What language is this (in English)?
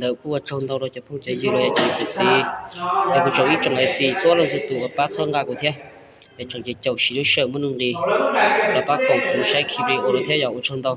Hmong